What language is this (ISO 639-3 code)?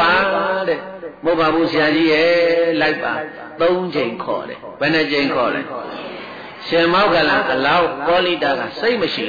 mya